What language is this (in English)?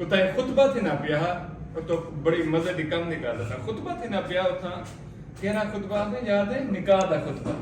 Saraiki